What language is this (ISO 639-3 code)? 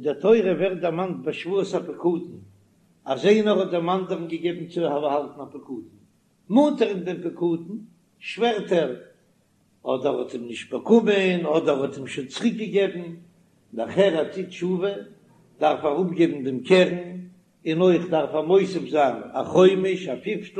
yid